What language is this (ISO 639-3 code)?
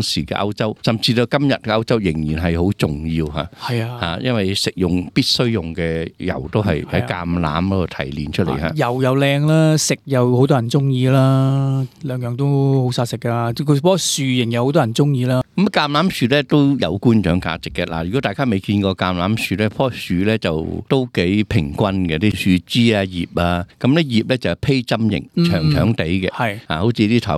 yue